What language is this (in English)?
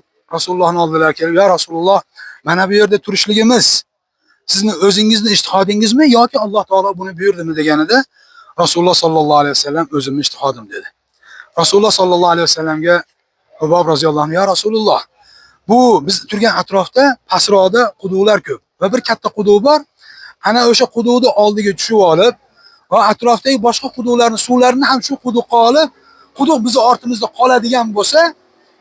Uzbek